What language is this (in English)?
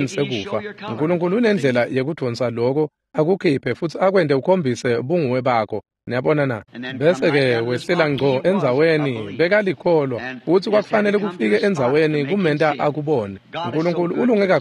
Swati